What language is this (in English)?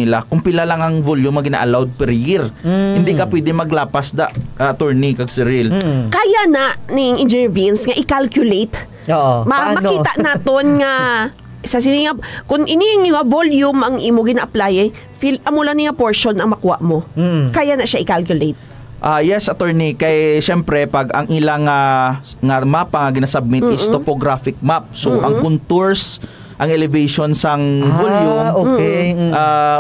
Hiligaynon